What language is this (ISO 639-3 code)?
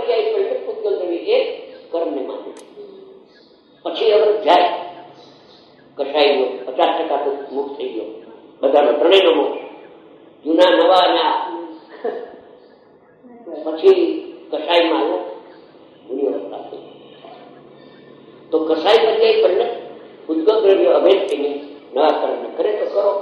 guj